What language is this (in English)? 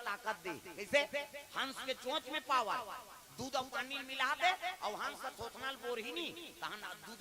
Chhattisgarhi